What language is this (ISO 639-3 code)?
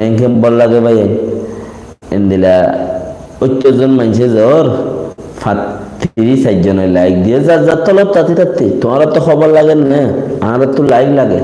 rhg